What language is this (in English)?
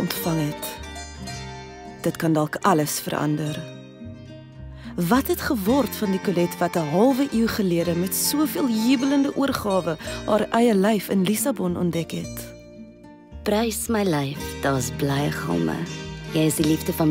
Afrikaans